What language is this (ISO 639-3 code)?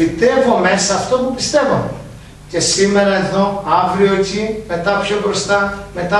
ell